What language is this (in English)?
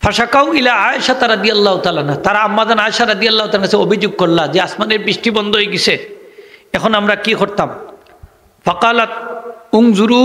Sylheti